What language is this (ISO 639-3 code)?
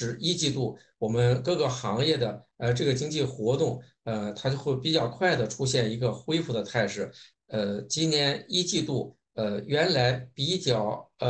zho